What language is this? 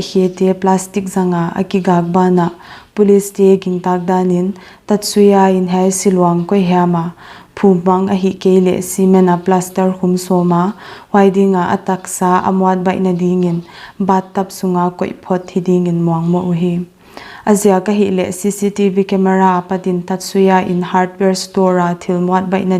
Paite Chin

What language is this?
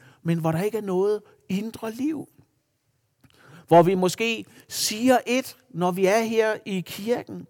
Danish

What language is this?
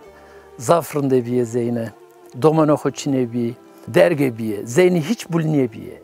Zaza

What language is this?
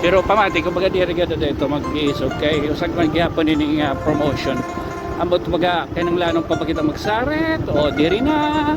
Waray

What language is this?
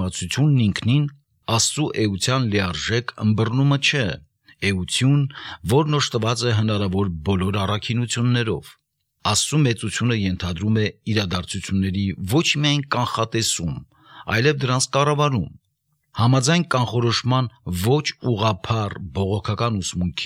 Armenian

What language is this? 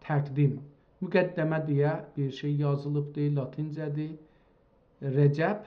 South Azerbaijani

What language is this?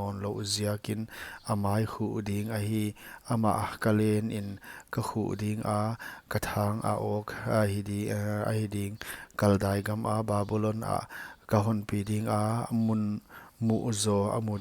Paite Chin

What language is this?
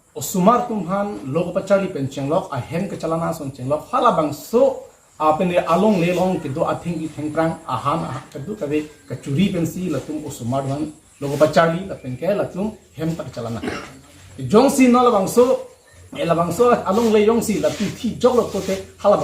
Karbi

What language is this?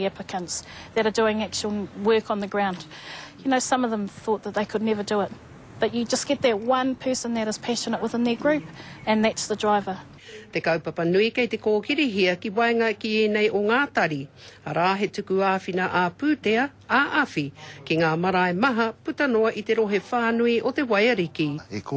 Māori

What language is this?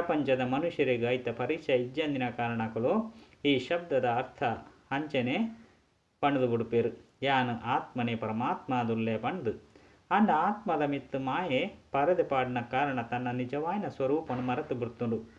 Tulu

